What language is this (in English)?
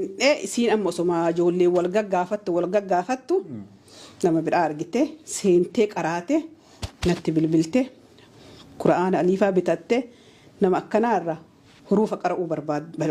Oromo